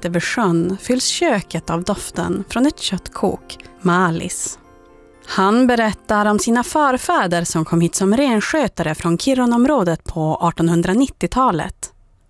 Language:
Swedish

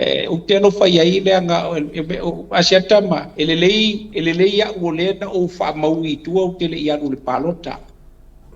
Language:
Samoan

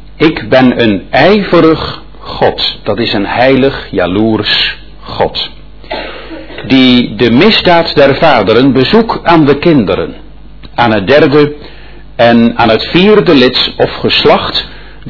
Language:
Dutch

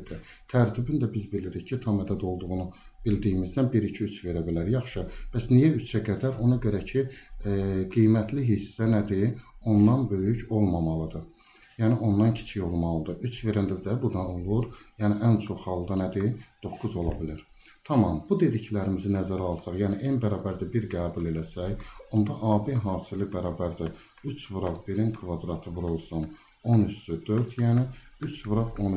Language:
Azerbaijani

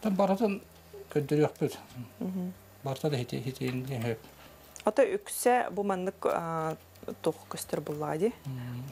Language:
Yakut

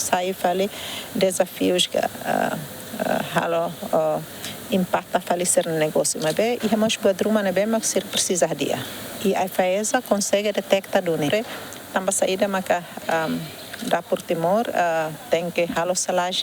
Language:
Tetum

